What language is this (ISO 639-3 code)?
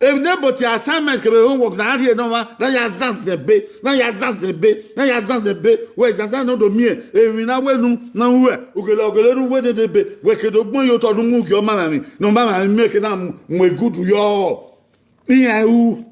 bin